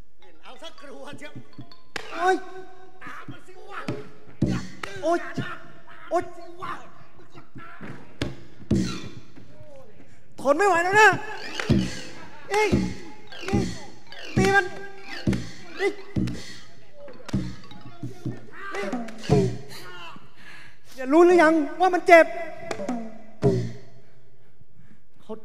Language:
Thai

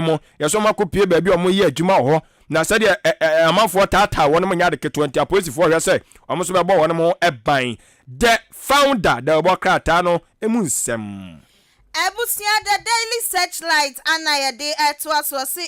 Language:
Akan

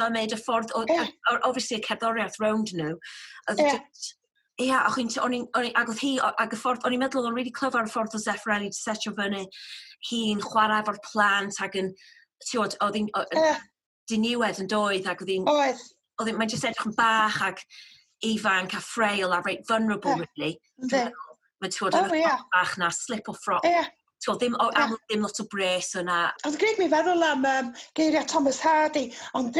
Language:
Welsh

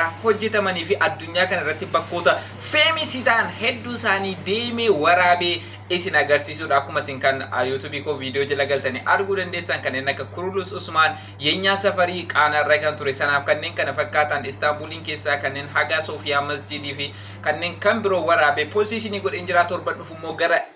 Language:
Oromo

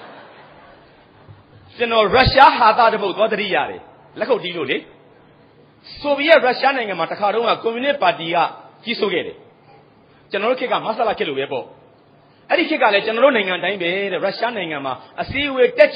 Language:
Burmese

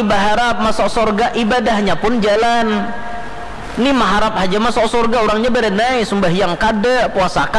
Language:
Banjar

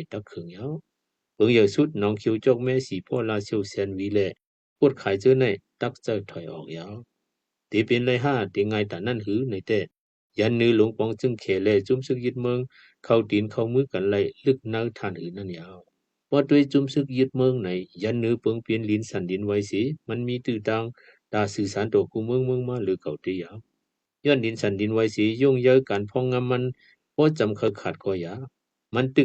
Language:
Shan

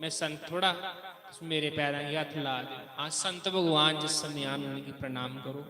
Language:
Dogri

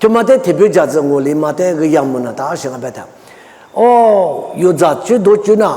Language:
Lisu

